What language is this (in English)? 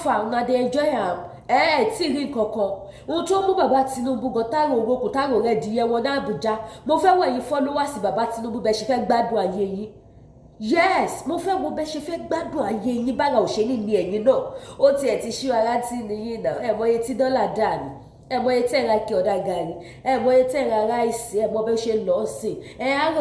Yoruba